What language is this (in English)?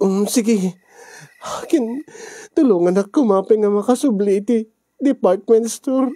Iloko